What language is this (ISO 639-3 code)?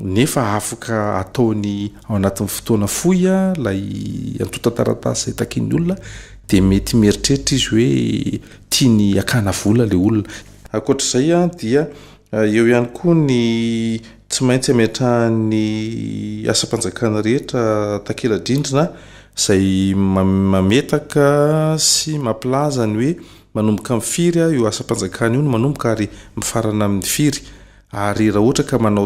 mlg